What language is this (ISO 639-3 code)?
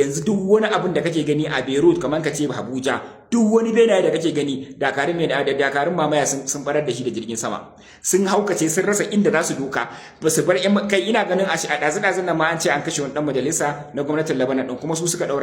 hau